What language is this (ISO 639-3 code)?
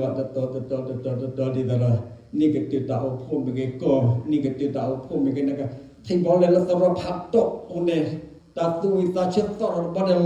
ksw